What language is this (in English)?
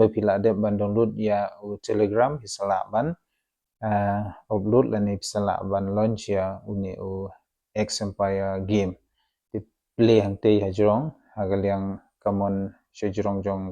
Khasi